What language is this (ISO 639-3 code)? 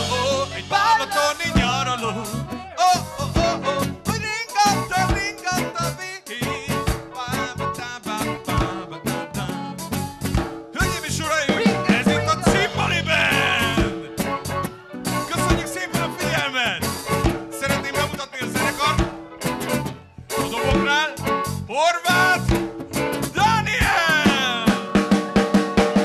hun